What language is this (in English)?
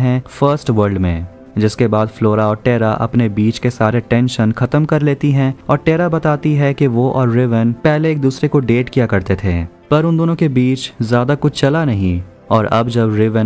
Hindi